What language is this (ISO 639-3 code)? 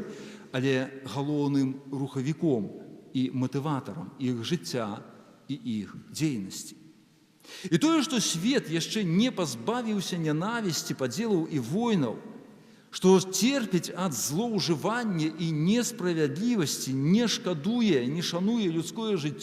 bel